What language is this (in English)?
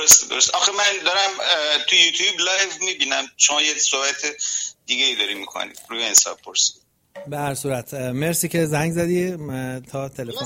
Persian